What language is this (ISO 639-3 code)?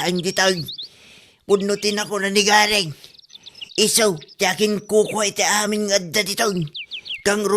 ilo